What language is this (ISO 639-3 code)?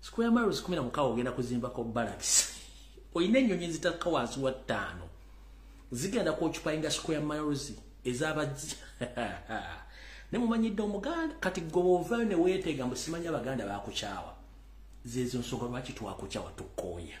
lug